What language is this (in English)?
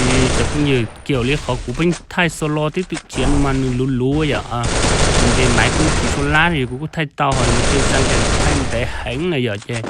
Hmong